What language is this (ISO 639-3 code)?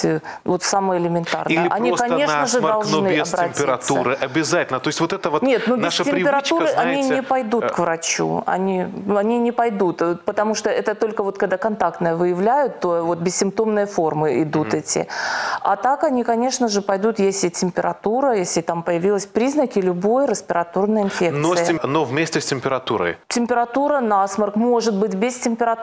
rus